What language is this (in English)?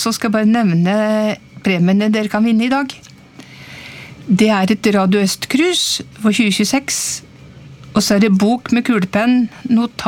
Norwegian